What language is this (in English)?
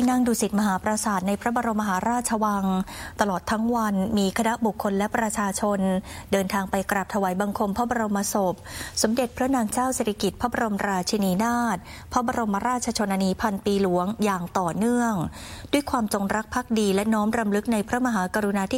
Thai